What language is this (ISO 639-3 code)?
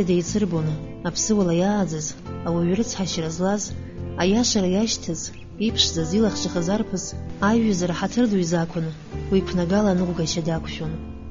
abk